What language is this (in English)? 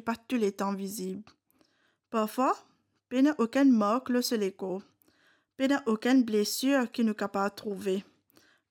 Morisyen